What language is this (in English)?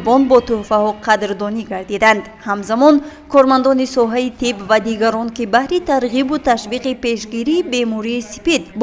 Tajik